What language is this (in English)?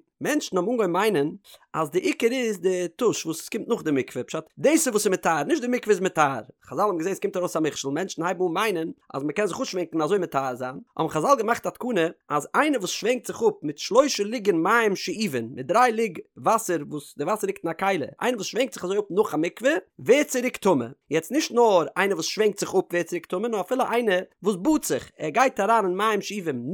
Yiddish